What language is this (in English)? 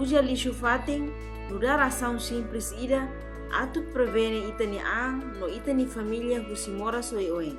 Tetum